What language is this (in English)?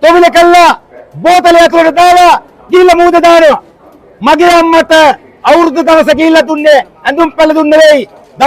Sinhala